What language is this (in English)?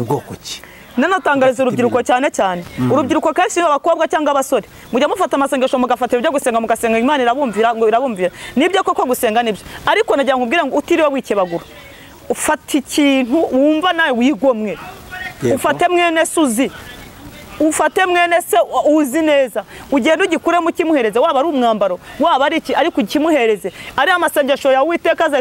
Kinyarwanda